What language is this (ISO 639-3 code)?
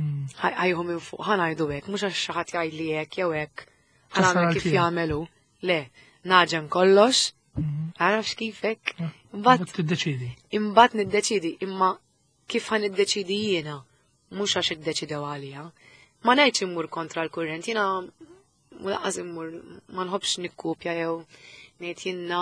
mlt